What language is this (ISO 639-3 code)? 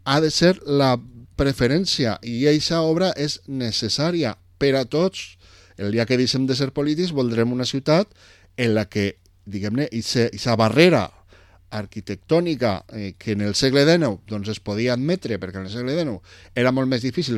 cat